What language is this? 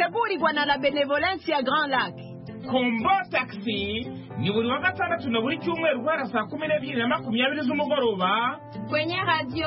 Kinyarwanda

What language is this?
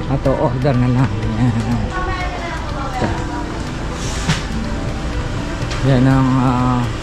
Filipino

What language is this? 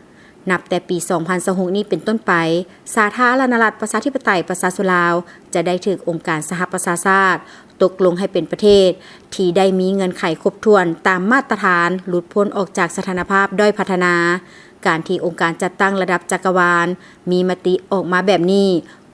Lao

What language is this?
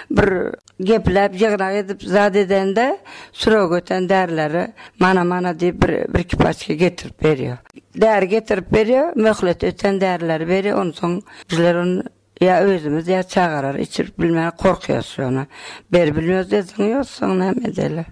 Turkmen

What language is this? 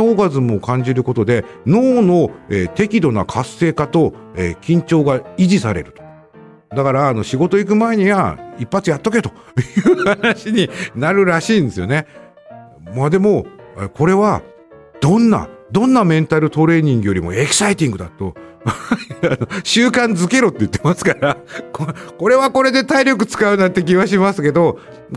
Japanese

